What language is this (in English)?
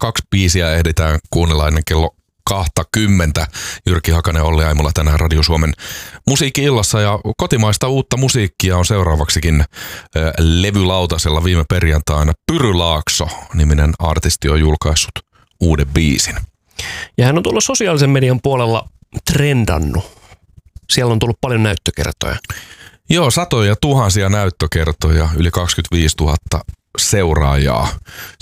Finnish